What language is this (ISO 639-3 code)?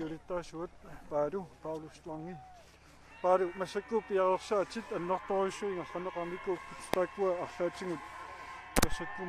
kal